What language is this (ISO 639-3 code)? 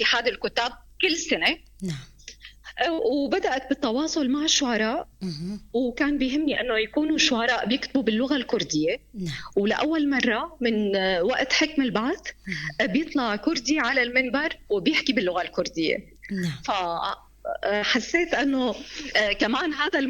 apc